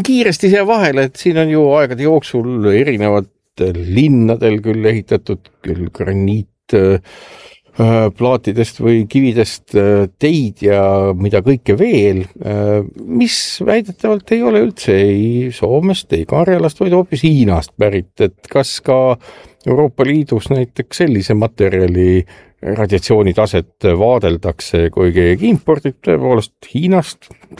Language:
Estonian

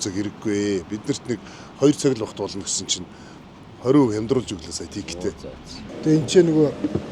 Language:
Mongolian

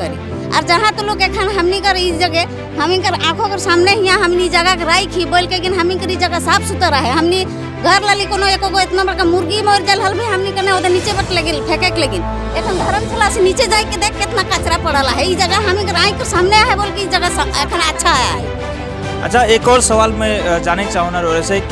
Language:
Sadri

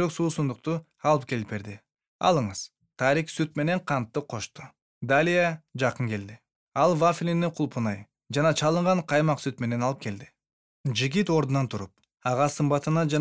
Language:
Kyrgyz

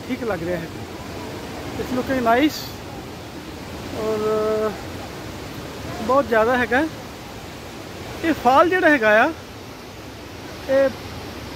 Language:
Punjabi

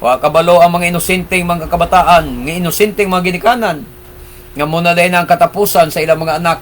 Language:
Cebuano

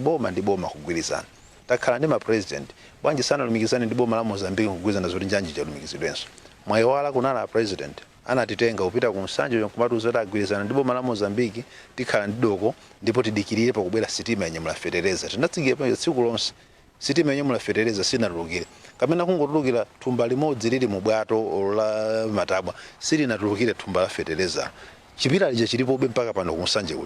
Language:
Nyanja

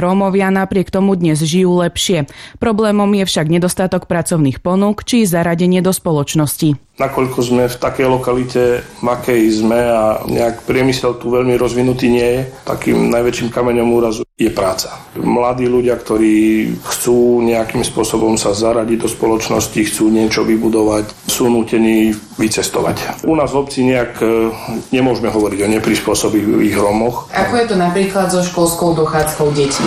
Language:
Slovak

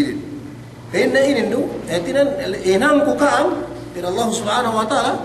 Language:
Yakan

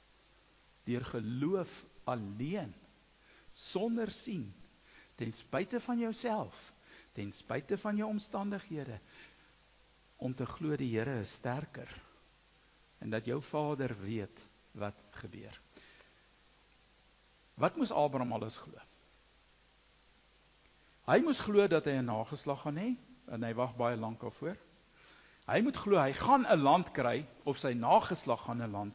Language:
Afrikaans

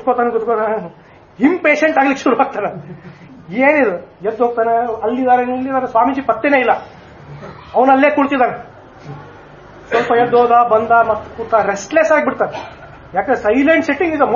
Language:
Kannada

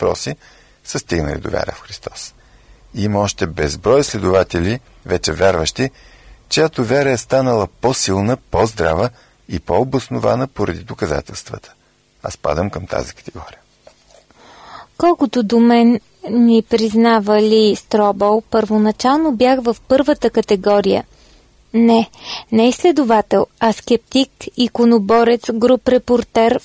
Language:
Bulgarian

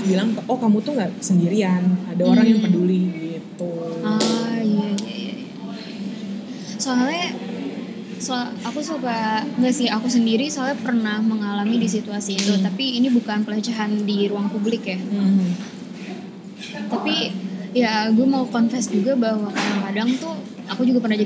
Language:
Indonesian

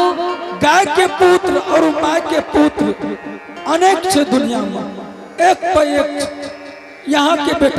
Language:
Angika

